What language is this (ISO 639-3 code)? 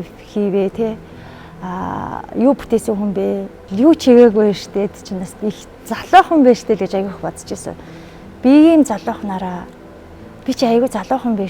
mon